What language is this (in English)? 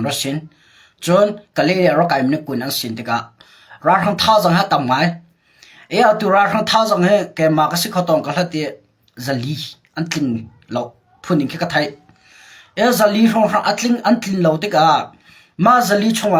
Hakha Chin